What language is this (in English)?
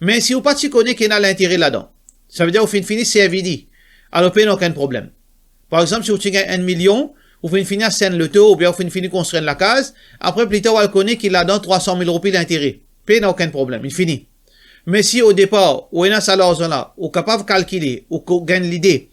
Morisyen